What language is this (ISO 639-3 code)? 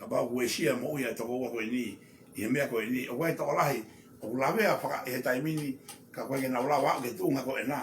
ton